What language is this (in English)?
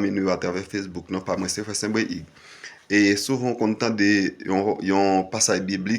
Haitian Creole